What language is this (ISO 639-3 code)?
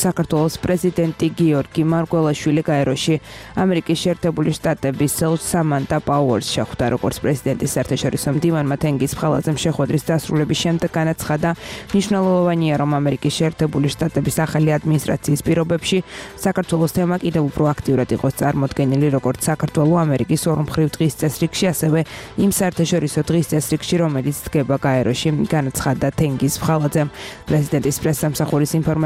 kat